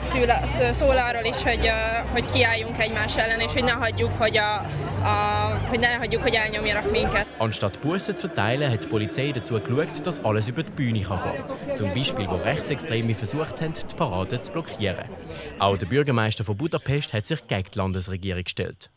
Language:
Swiss German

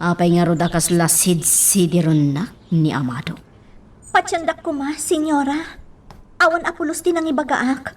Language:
Iloko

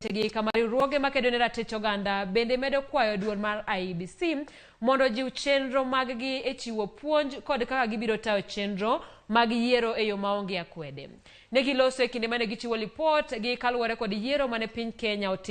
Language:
Luo (Kenya and Tanzania)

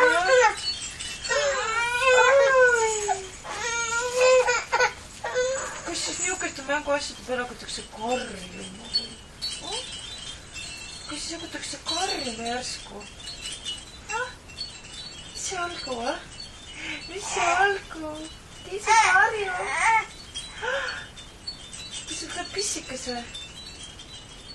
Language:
Estonian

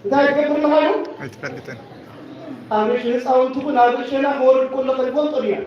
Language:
Tigrinya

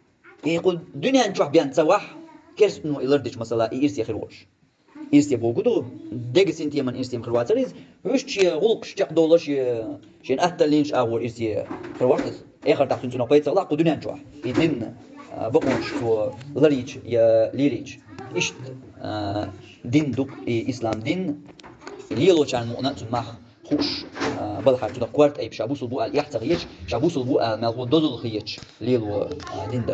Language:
Chechen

